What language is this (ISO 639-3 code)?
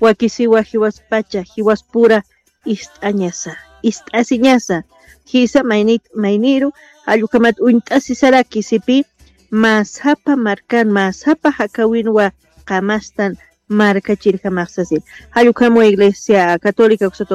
aym